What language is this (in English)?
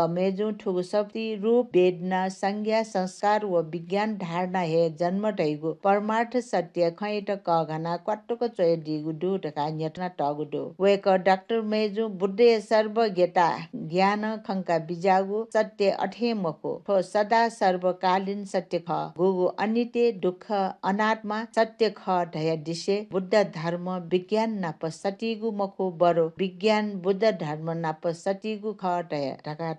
Newari